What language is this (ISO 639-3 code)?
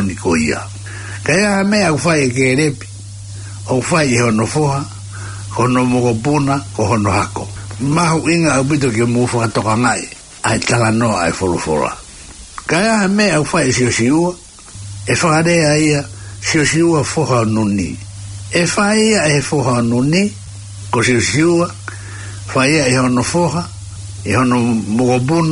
ton